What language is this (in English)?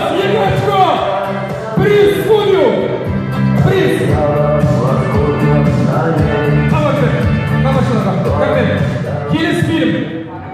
Kazakh